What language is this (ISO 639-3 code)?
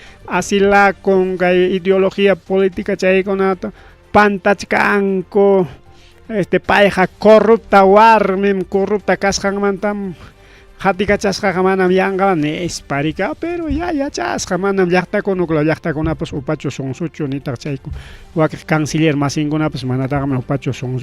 quy